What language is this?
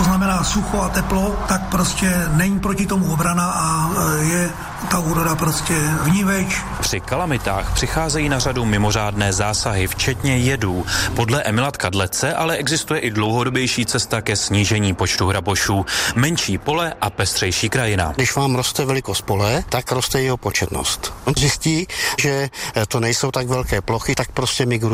Czech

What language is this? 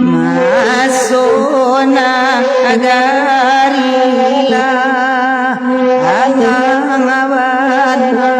Minangkabau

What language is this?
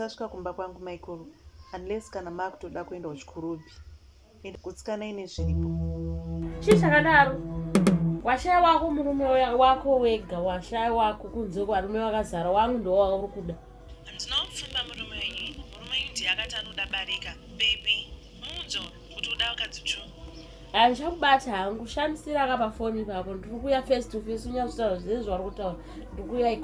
Shona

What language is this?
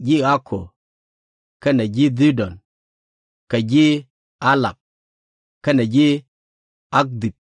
Nuer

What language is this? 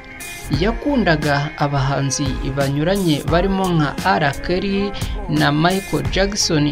Kinyarwanda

